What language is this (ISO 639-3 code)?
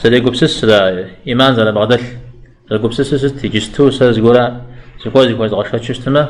kbd